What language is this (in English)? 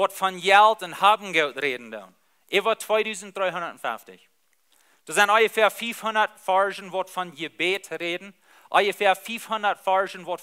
Plautdietsch